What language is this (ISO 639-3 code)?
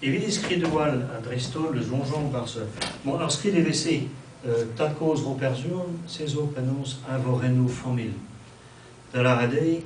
bre